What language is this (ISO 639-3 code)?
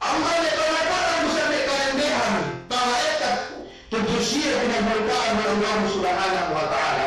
yka